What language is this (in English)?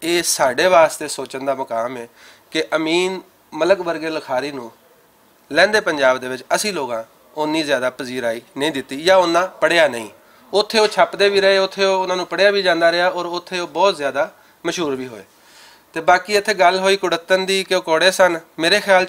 Western Panjabi